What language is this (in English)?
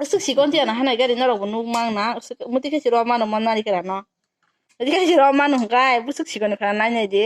Kok Borok